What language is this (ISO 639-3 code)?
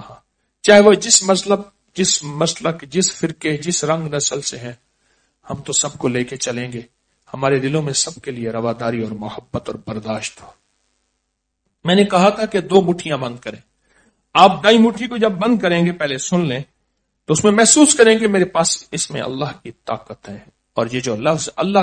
urd